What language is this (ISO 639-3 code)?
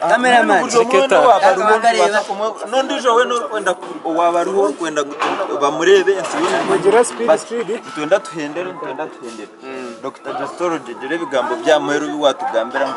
nyn